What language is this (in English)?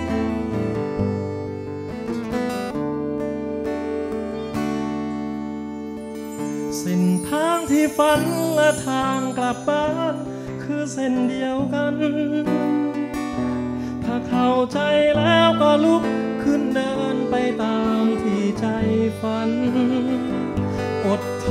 Thai